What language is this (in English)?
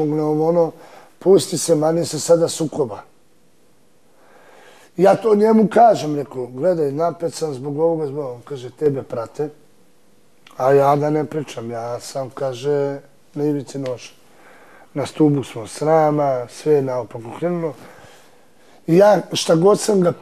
Serbian